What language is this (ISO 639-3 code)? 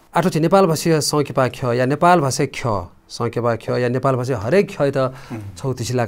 new